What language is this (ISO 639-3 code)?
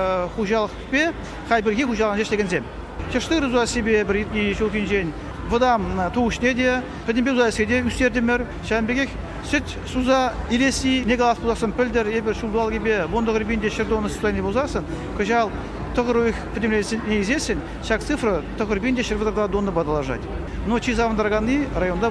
chv